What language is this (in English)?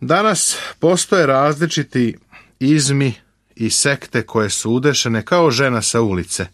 Serbian